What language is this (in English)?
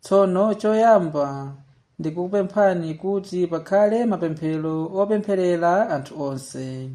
Nyanja